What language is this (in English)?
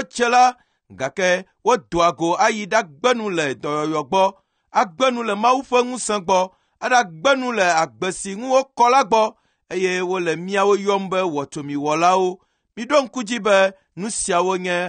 Ewe